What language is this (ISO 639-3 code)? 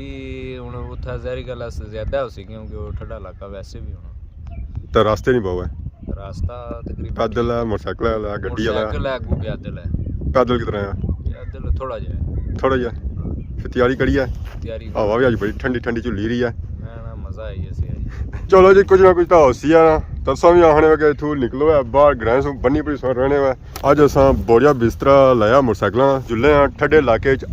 phr